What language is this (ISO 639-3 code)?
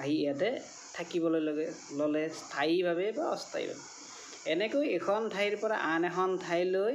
asm